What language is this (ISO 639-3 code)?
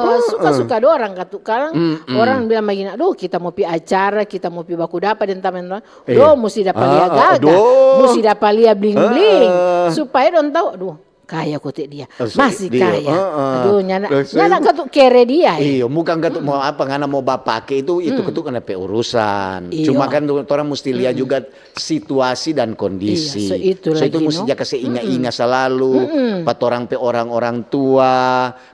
xmm